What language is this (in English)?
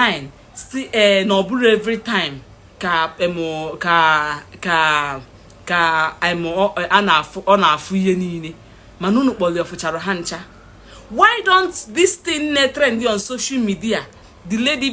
Igbo